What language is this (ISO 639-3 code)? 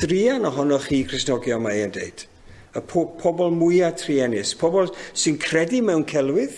cym